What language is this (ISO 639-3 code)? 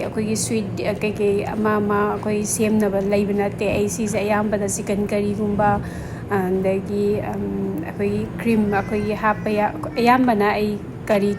mni